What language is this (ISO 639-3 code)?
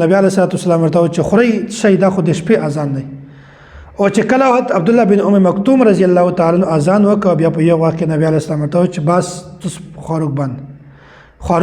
pus